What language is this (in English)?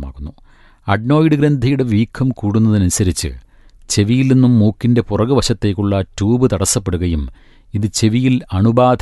Malayalam